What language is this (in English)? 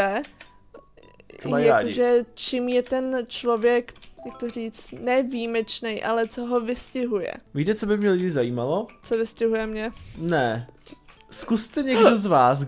Czech